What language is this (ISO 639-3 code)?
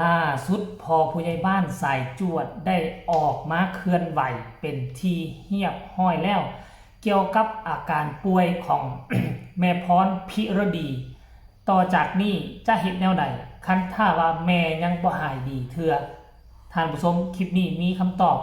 lao